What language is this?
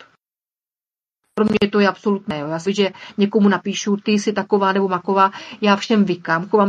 Czech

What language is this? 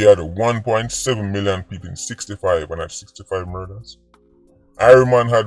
Jamaican Creole English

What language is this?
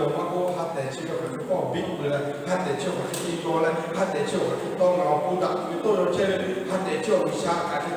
Lahu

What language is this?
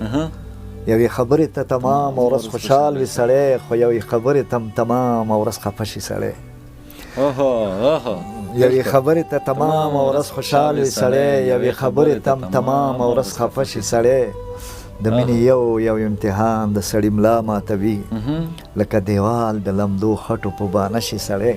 Pashto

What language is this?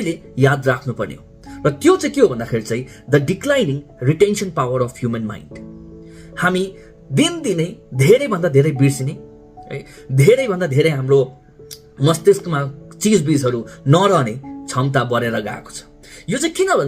Nepali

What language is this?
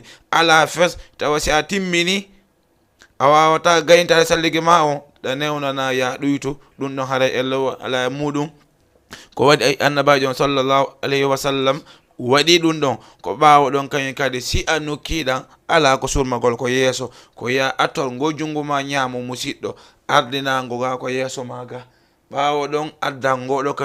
Fula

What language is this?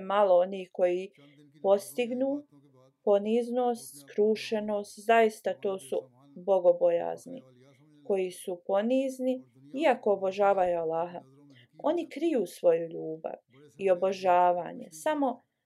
Bosnian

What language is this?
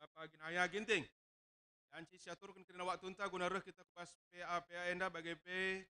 Batak Karo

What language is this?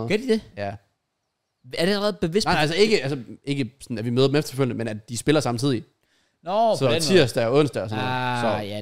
Danish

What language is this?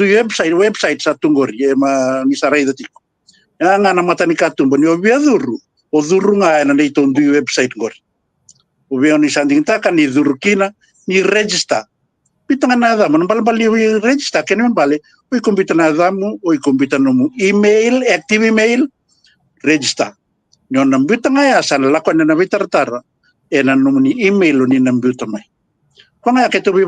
Fijian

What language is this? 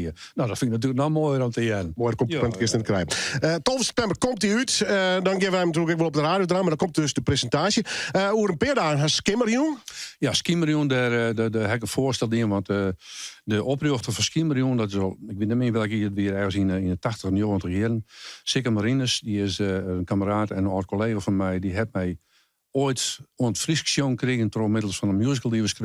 Western Frisian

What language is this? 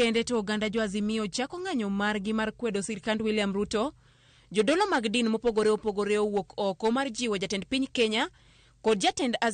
Luo (Kenya and Tanzania)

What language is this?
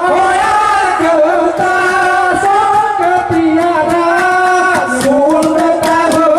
Gayo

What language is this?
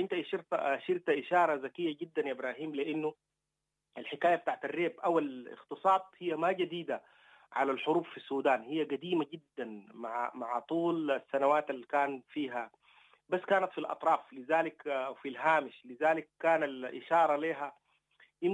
Sudanese Arabic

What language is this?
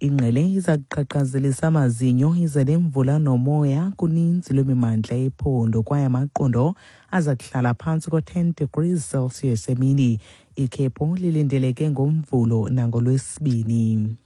Xhosa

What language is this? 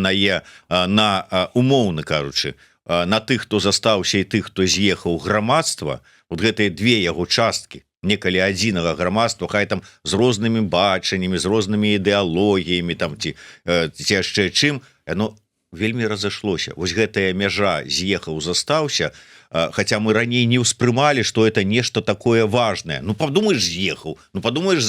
Belarusian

